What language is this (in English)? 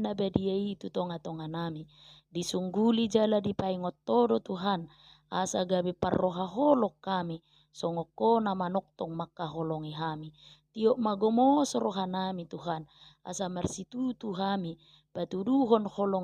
Batak Toba